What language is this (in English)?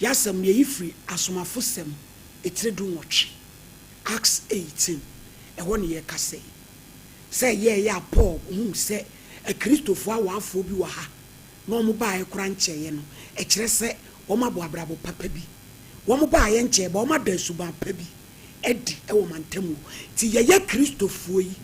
Akan